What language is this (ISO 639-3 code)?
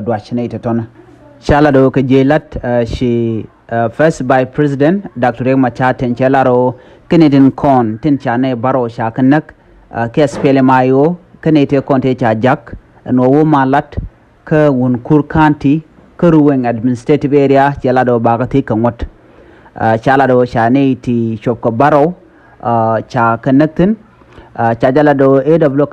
nus